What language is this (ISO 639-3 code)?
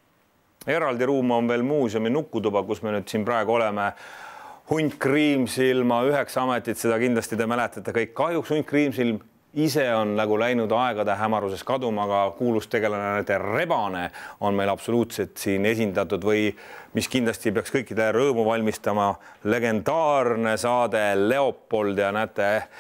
est